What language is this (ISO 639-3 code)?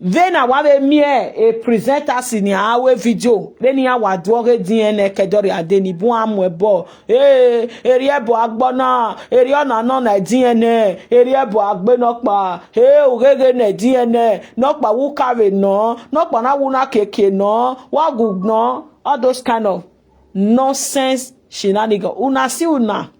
pcm